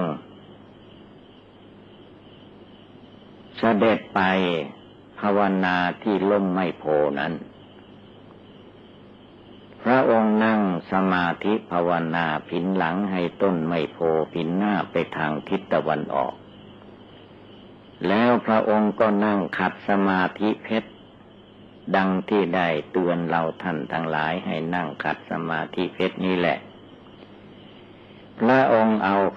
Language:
Thai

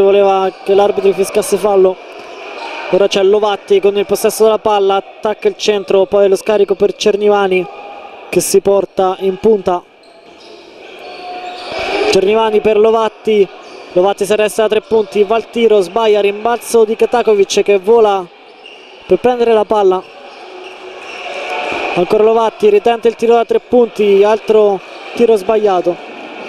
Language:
Italian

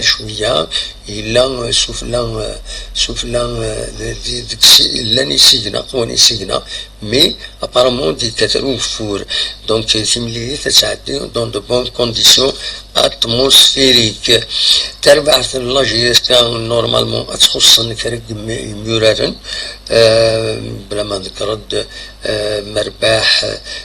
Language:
Kabyle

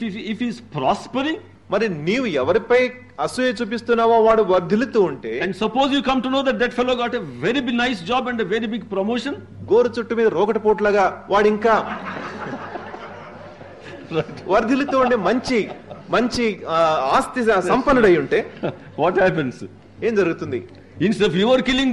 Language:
Telugu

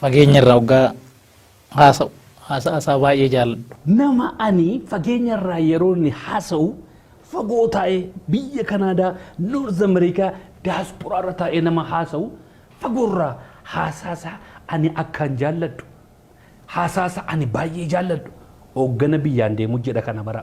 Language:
Oromo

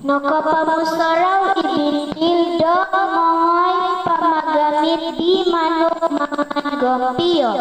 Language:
Central Dusun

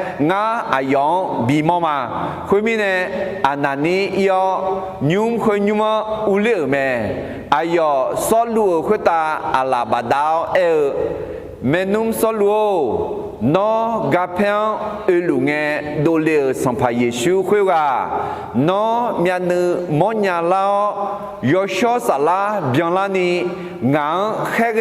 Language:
Akha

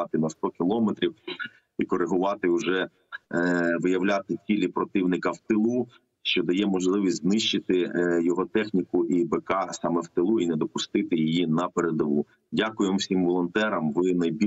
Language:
Ukrainian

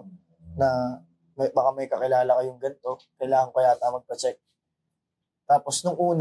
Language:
Filipino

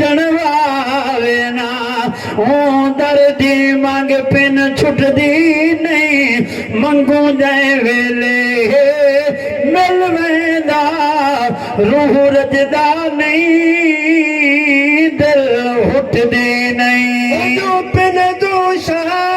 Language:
Saraiki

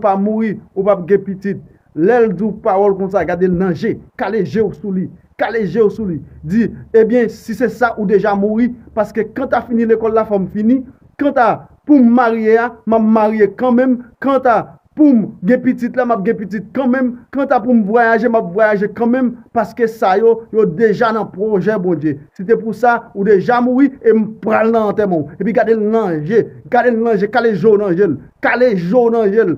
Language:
Haitian Creole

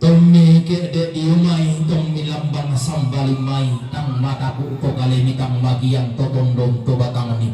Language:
Toraja-Sa'dan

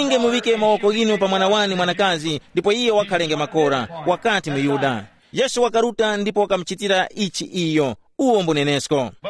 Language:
Tumbuka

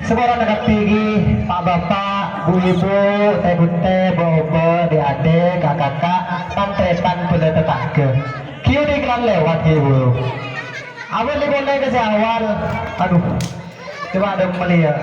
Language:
Madurese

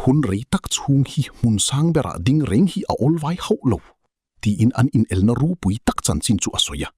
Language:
Hakha Chin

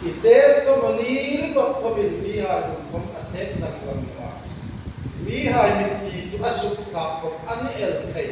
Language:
Hmar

